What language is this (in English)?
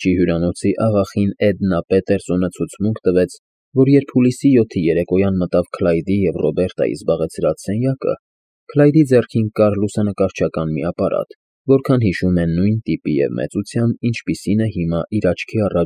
Armenian